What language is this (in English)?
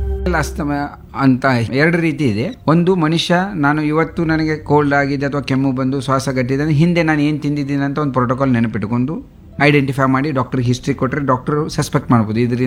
Kannada